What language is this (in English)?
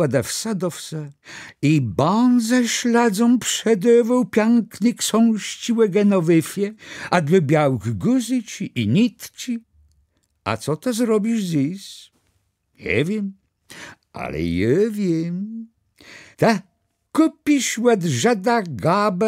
Kashubian